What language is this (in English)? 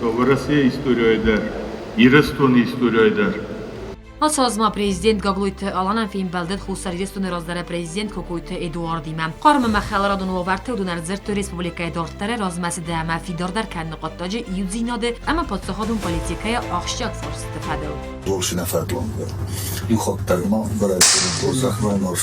Ossetic